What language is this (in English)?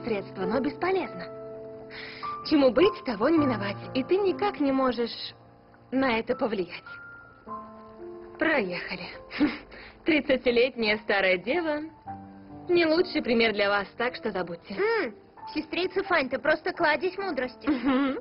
Russian